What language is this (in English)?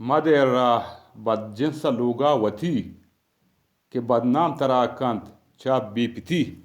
Eastern Balochi